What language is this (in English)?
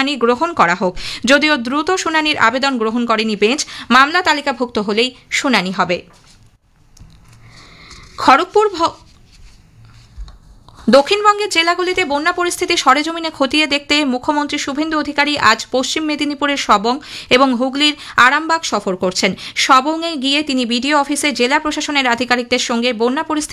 Bangla